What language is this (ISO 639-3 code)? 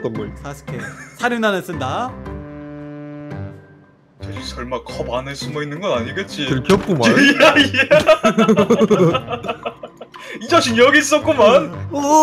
kor